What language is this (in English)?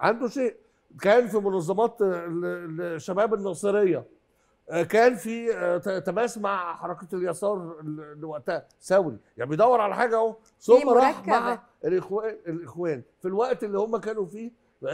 Egyptian Arabic